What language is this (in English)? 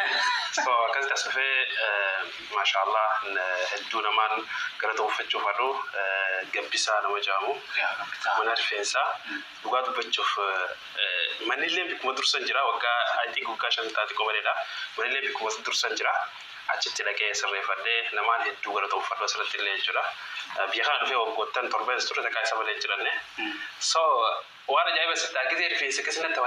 Oromo